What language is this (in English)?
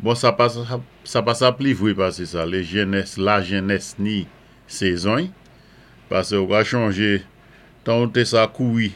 Saint Lucian Creole French